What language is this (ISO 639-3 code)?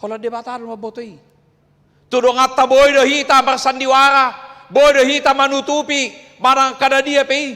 bbc